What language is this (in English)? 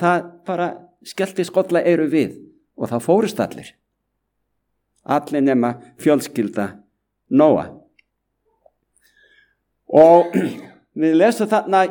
Icelandic